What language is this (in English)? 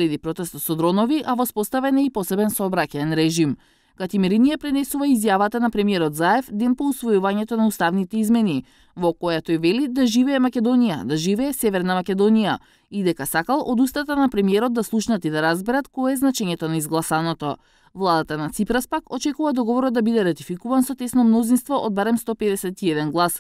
Macedonian